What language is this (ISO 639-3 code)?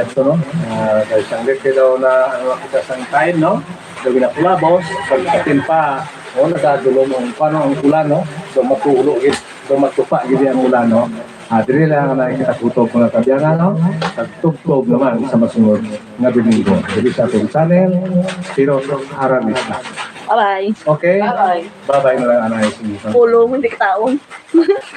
hil